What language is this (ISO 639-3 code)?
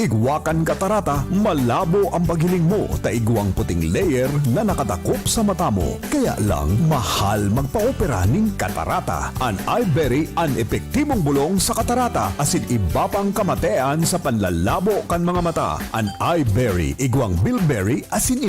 bik